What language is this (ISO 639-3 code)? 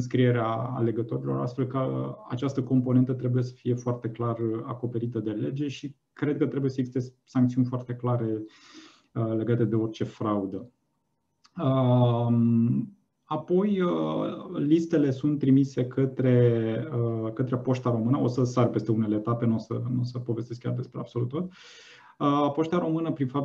ron